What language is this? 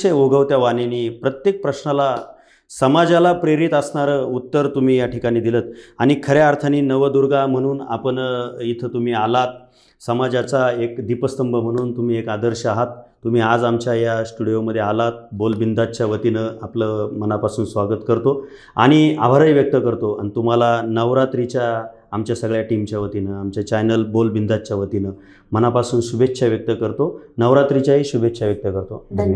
Marathi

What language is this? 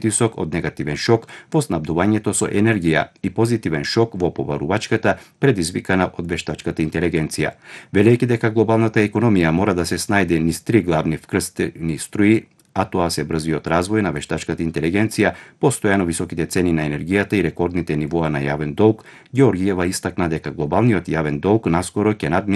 Macedonian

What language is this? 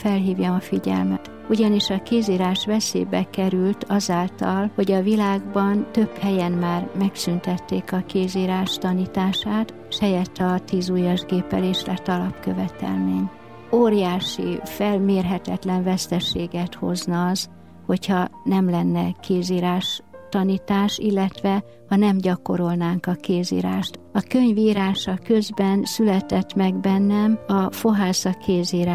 Hungarian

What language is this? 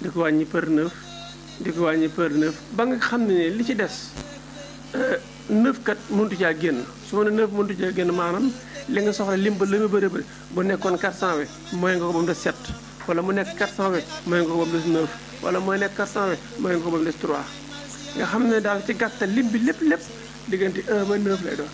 Wolof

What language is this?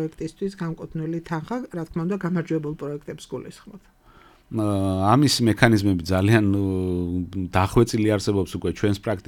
Georgian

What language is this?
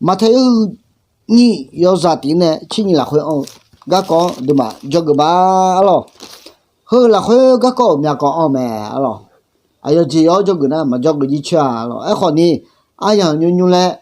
Akha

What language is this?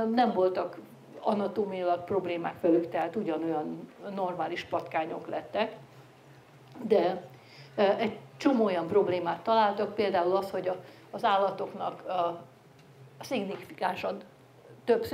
Hungarian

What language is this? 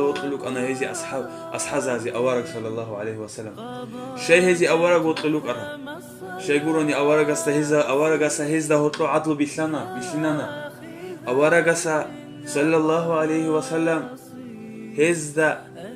Avaric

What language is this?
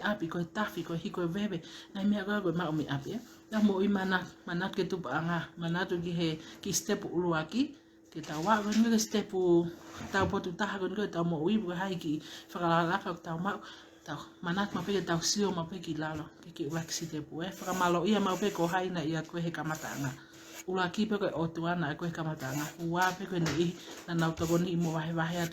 Tongan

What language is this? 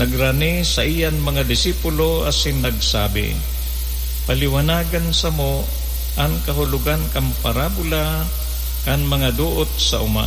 Bikol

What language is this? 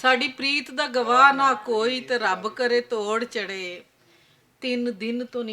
Western Panjabi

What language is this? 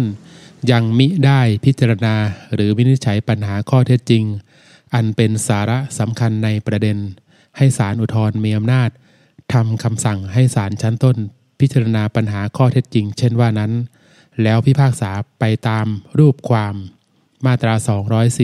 Thai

